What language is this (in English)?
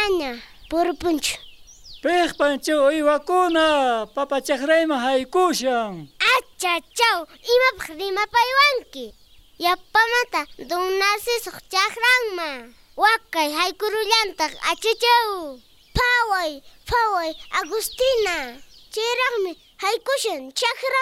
South Bolivian Quechua